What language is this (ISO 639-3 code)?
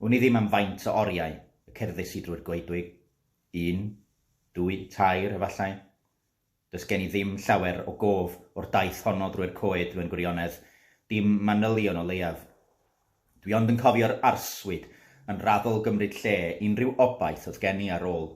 cym